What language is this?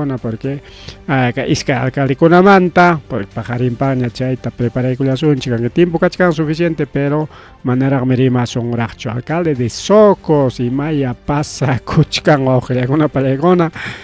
Ayacucho Quechua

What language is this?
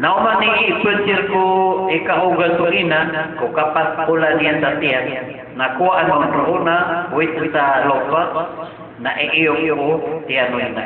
Maranao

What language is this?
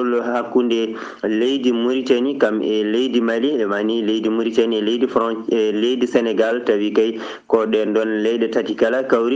Fula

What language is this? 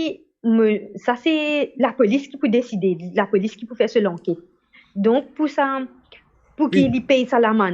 Morisyen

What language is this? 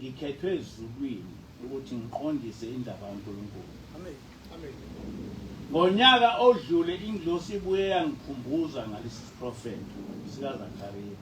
Zulu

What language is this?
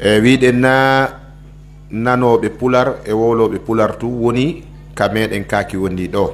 Pular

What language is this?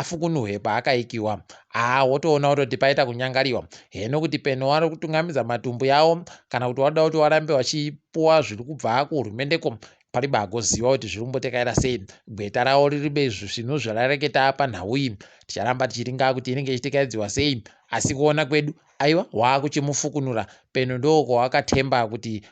Ndau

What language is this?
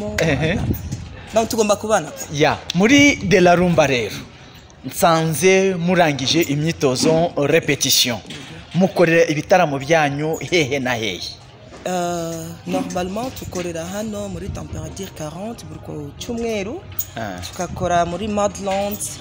Kinyarwanda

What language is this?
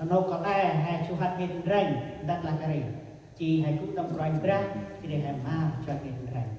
Central Mnong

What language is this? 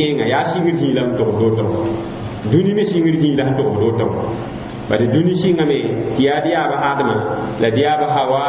Mossi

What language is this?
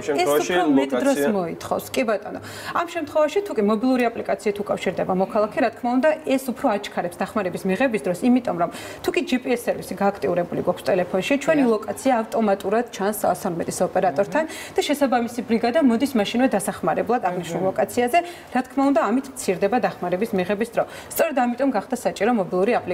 Georgian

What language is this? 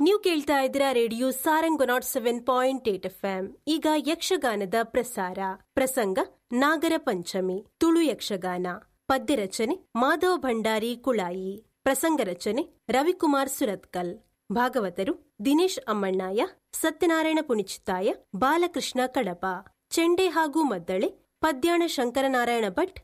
Tulu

